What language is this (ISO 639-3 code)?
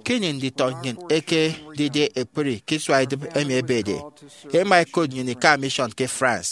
efi